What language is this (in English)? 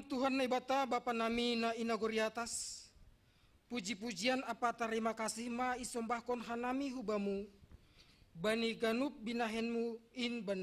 Batak Simalungun